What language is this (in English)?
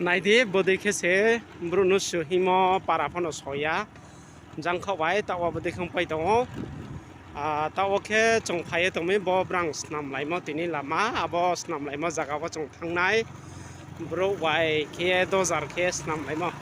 Riang (India)